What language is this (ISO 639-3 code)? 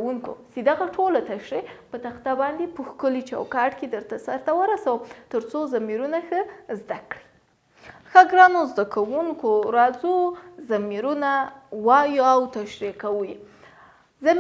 pus